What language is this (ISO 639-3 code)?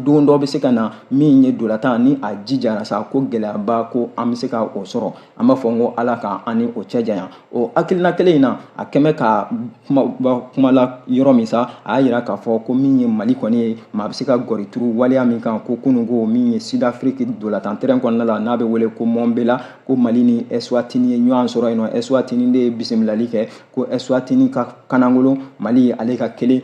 bam